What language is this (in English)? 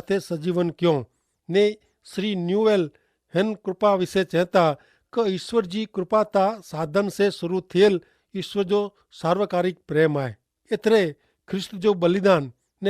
Kachhi